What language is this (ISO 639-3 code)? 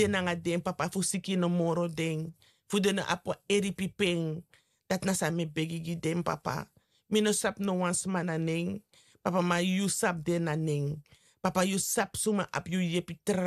srn